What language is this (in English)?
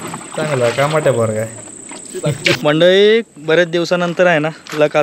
Marathi